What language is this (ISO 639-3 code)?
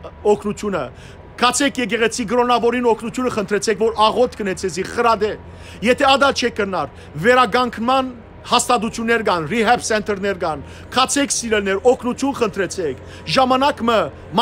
hyw